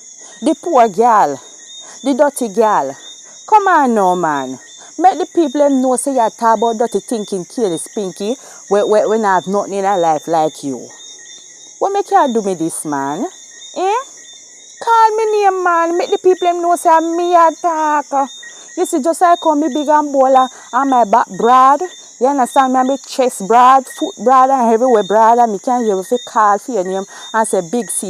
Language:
Jamaican Creole English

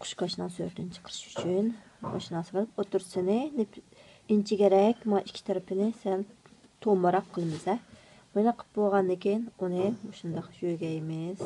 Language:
Uyghur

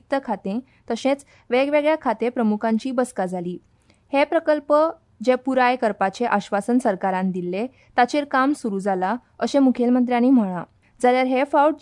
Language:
Konkani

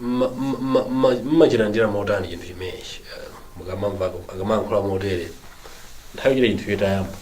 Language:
Nyanja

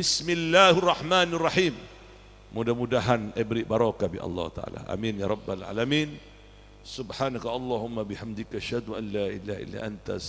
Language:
Madurese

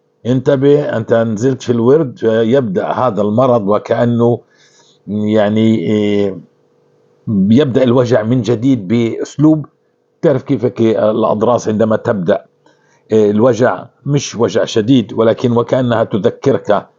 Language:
North Levantine Arabic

